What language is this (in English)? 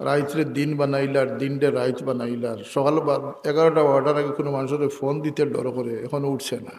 Sylheti